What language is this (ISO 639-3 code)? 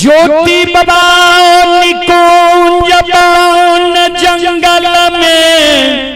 mai